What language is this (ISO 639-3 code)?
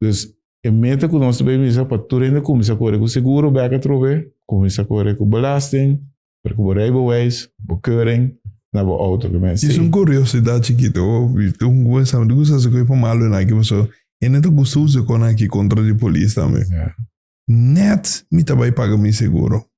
pap